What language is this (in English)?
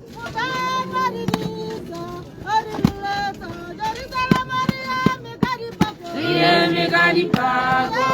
Tswana